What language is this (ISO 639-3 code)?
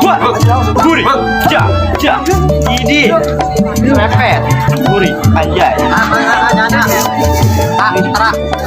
bew